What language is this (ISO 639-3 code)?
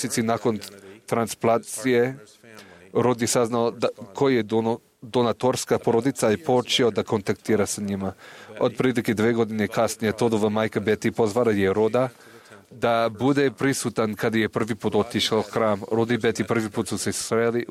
srp